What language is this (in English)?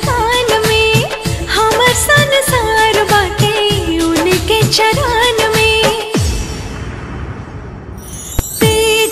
Bhojpuri